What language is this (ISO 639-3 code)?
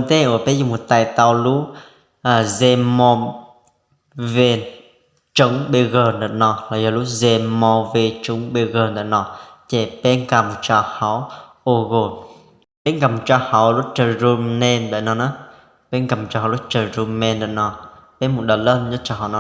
hmn